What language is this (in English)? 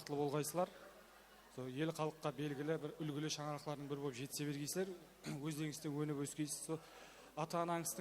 Kara-Kalpak